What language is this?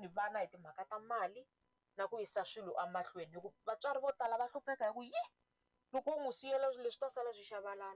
Tsonga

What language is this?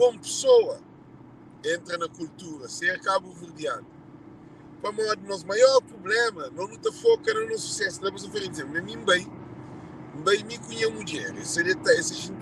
Kabuverdianu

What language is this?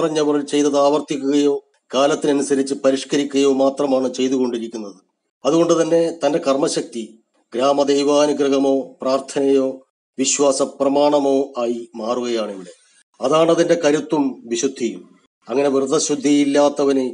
Malayalam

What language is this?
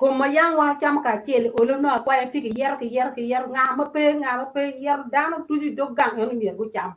Acoli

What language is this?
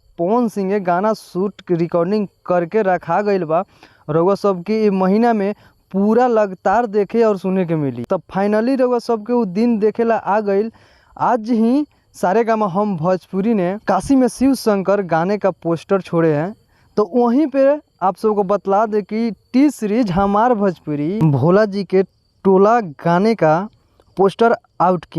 Bhojpuri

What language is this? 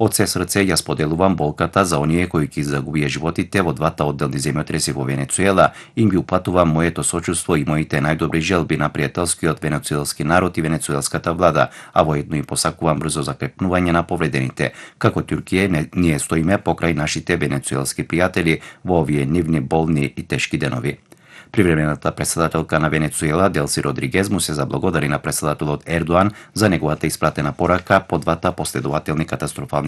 Macedonian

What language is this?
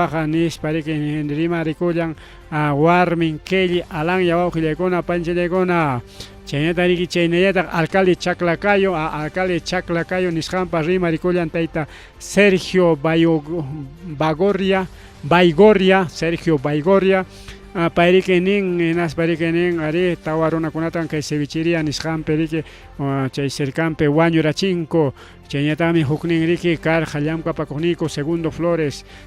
Ayacucho Quechua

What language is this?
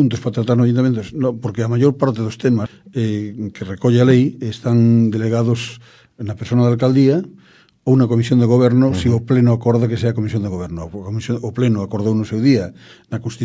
Galician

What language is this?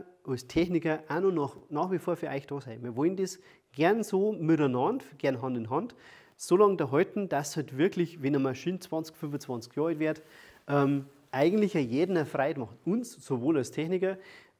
German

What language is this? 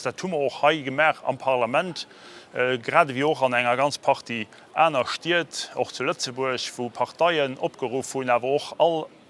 Luxembourgish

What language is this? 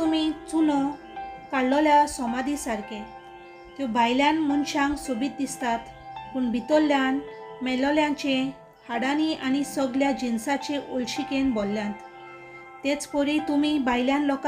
Konkani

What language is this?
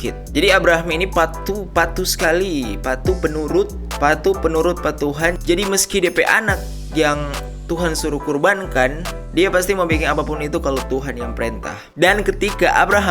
Manado Malay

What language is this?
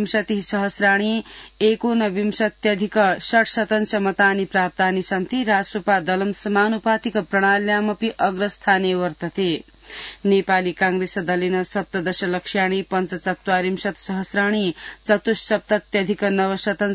Sanskrit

